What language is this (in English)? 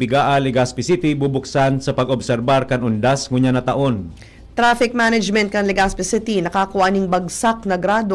Bikol